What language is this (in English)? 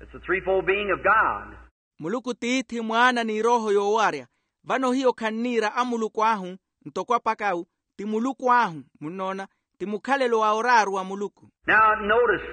Makhuwa